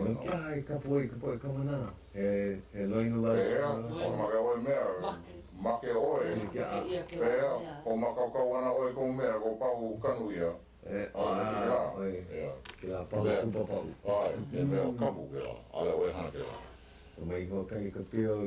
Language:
Hawaiian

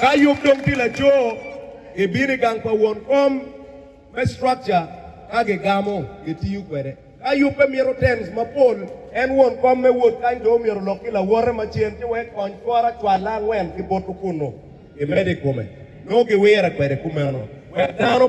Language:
Acoli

